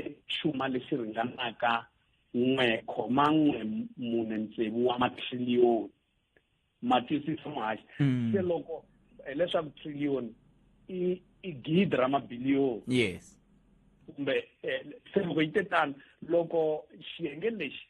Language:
Tsonga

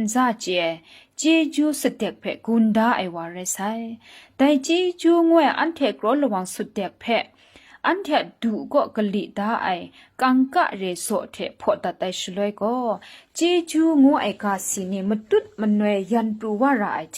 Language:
Kachin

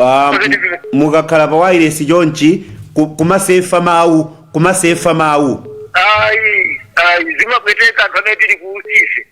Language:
Nyanja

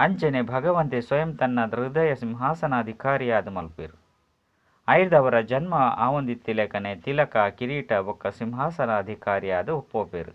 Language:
Tulu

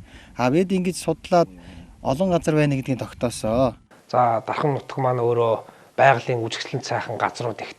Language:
Mongolian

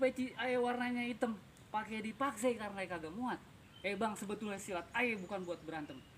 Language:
Betawi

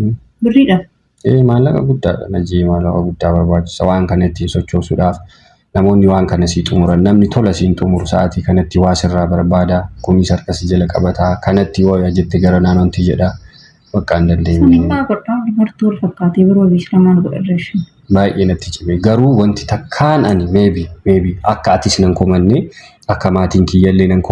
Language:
Oromo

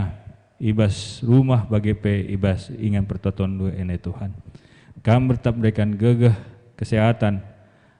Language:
Batak Karo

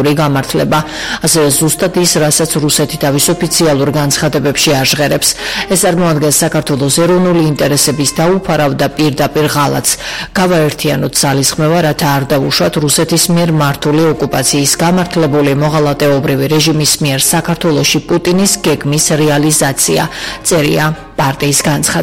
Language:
Georgian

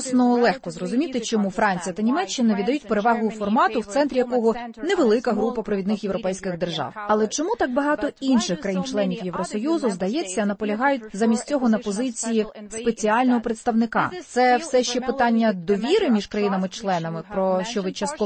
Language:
Ukrainian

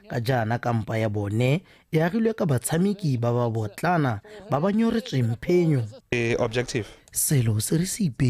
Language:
Tswana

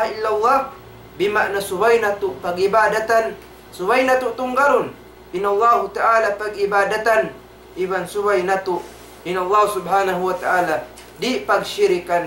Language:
Tausug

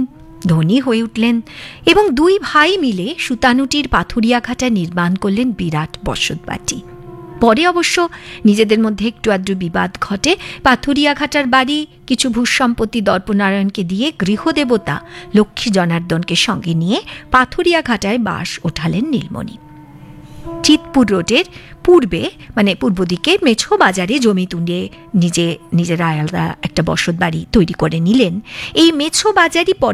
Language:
Bangla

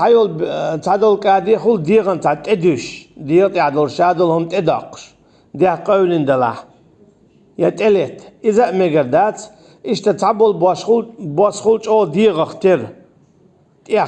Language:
Chechen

